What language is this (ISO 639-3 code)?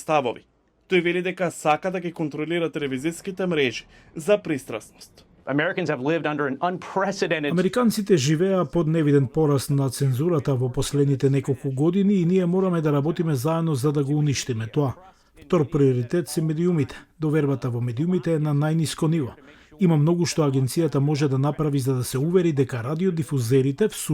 mkd